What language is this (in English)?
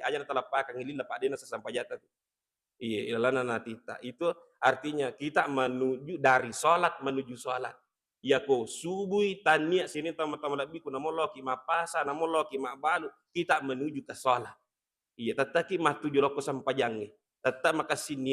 Buginese